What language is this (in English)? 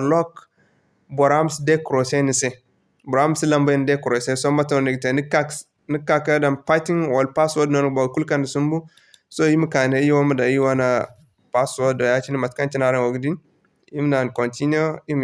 Zarma